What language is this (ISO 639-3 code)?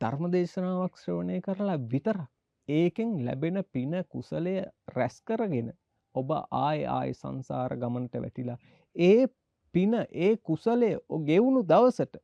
sin